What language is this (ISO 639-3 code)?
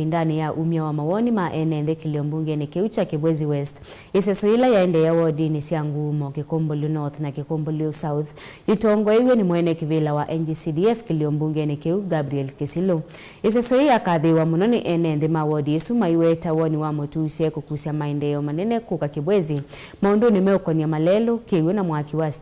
kam